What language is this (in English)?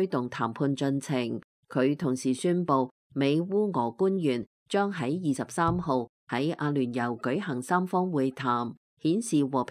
Cantonese